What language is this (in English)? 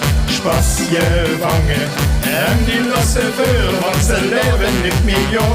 Limburgish